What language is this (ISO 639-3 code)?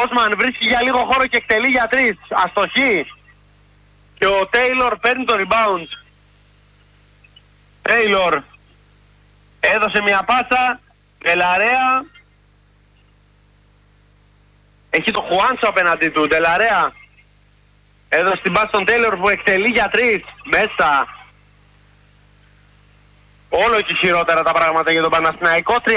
ell